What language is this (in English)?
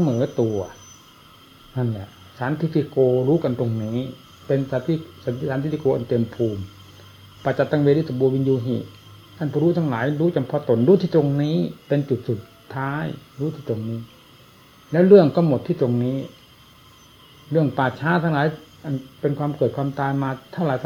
Thai